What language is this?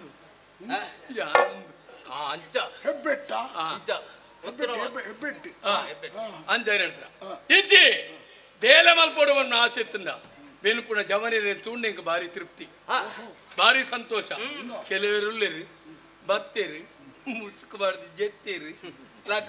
Tulu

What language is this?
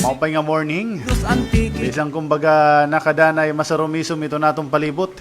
Waray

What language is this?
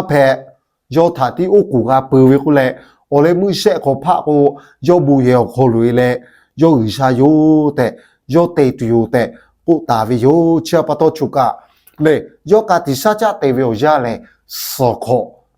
Lahu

